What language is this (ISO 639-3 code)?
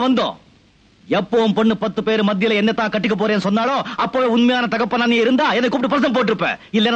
tam